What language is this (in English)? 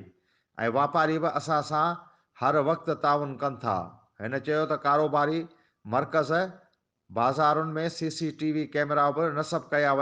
Sindhi